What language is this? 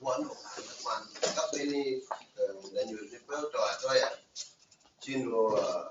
Acoli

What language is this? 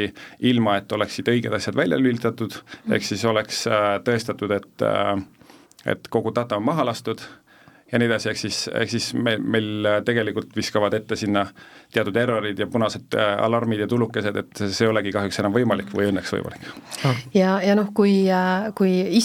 Estonian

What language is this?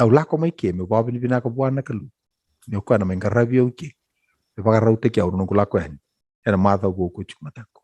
Fijian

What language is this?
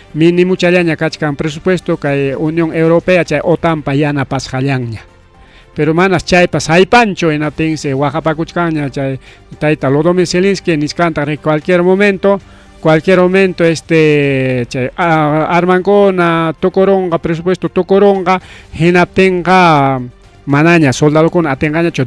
Ayacucho Quechua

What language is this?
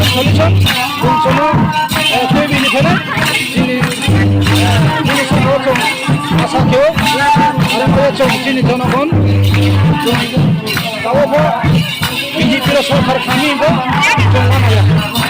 Riang (India)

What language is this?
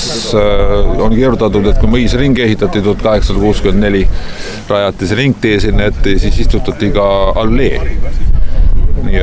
Estonian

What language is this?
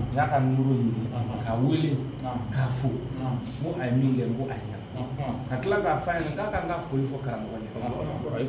Bambara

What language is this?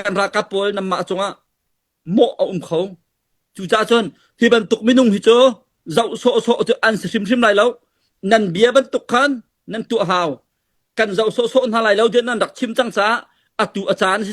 Hakha Chin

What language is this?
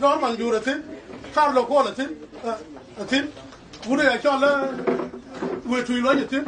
Nuer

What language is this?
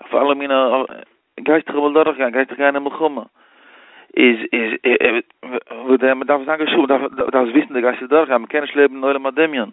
Yiddish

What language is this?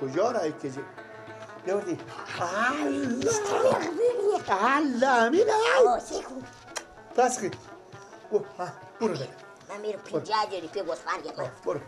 Persian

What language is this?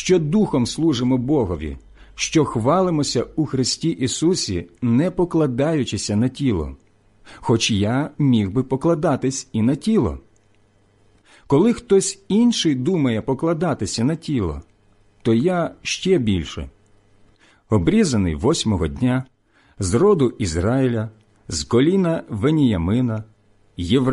Ukrainian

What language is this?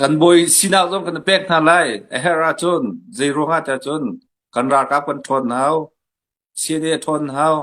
Hakha Chin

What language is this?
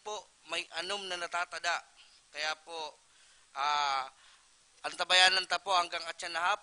Bikol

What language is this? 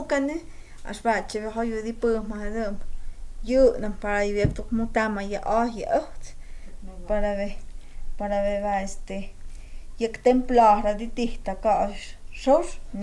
Totontepec Mixe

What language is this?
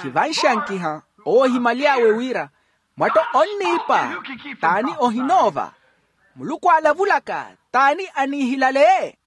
Makhuwa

